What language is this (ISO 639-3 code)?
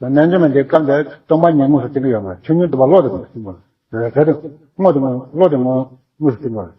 bod